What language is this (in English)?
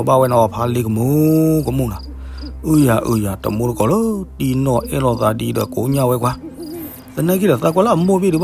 S'gaw Karen